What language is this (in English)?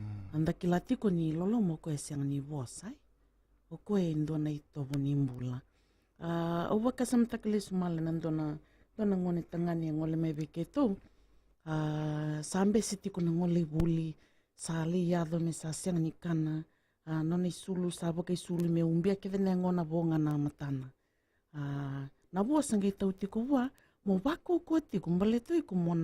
Fijian